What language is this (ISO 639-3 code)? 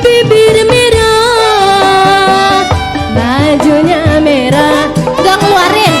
bew